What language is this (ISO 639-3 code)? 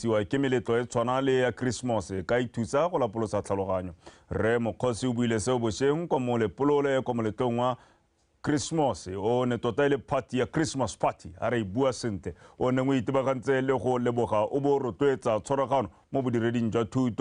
tsn